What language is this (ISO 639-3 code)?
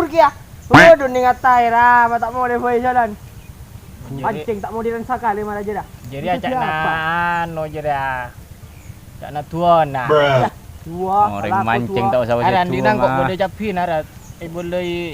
mad